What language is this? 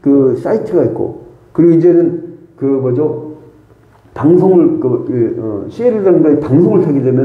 Korean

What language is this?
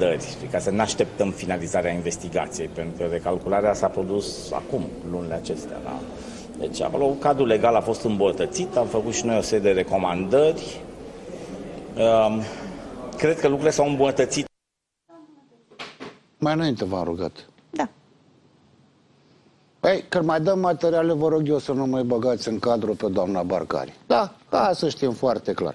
Romanian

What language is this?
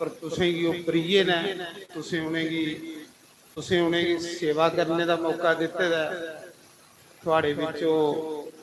Dogri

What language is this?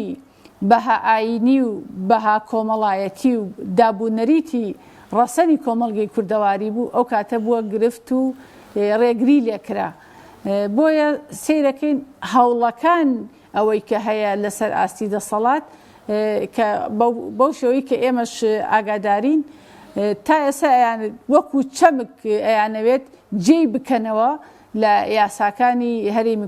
Central Kurdish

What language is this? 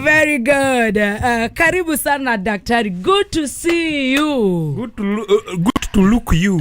Kikuyu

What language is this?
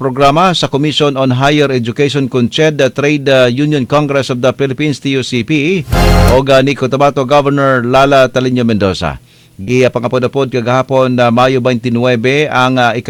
Cebuano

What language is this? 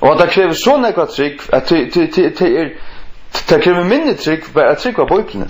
Faroese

